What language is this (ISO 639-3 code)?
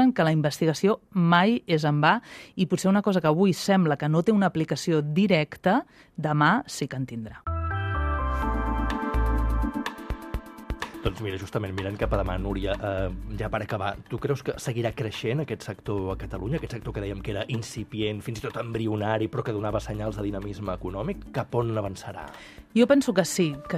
cat